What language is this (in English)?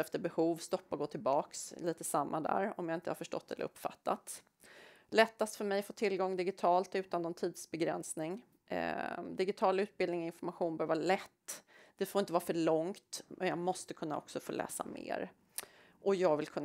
Swedish